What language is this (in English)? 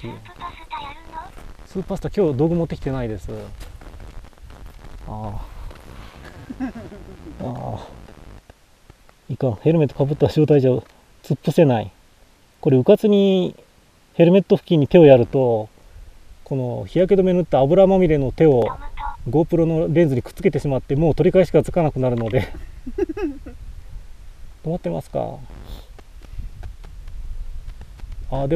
Japanese